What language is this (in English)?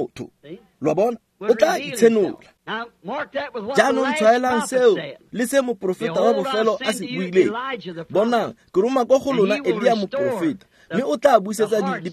Tswana